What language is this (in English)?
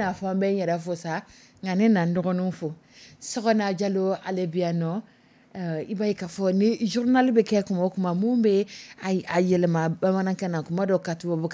Dyula